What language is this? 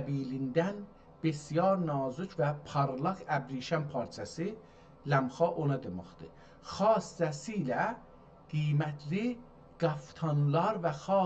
South Azerbaijani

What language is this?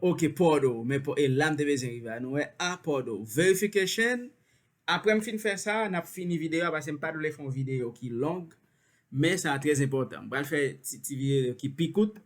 Haitian Creole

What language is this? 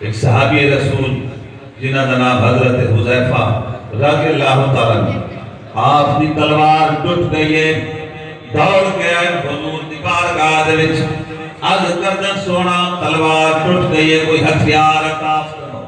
Saraiki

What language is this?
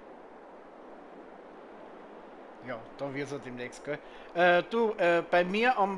German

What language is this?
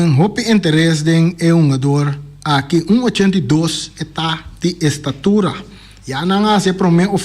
Papiamento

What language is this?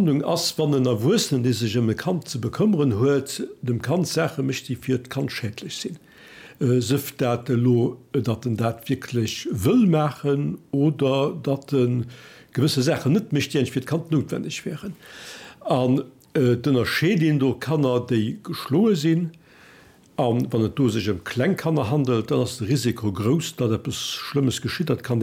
Luxembourgish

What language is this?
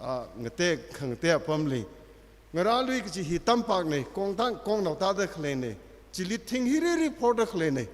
Tangkhul Naga (India)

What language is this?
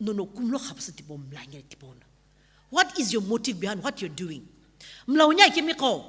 Sumi Naga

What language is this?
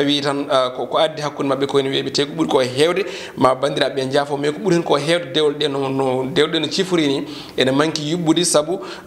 Fula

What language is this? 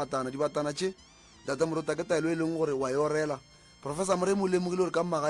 Northern Sotho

